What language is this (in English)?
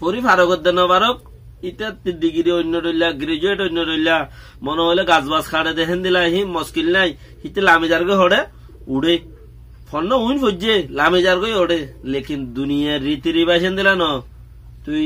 Rohingya